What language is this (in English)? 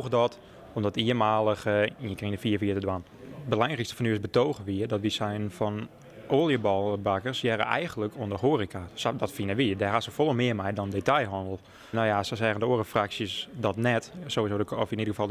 Western Frisian